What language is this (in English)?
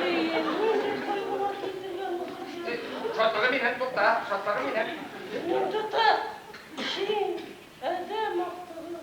Bashkir